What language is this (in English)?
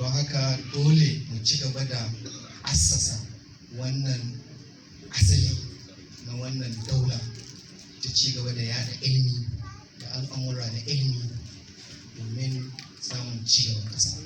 Hausa